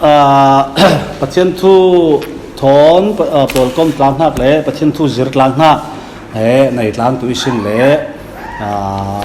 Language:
Falam Chin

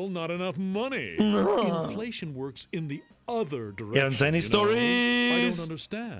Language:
Bavarian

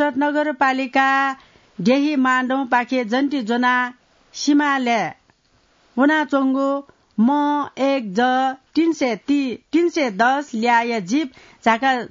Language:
Newari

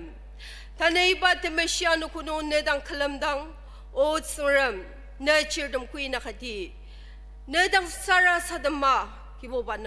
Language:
Ao Naga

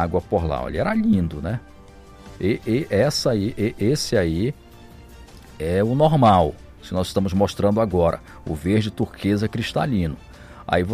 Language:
Portuguese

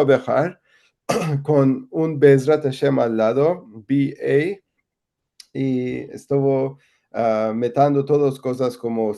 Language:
Ladino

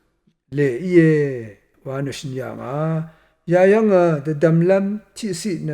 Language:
Rawang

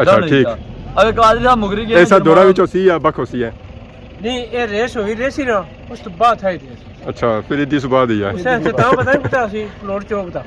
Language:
Pahari-Potwari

